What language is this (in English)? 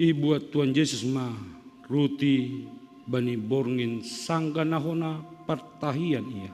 Batak Simalungun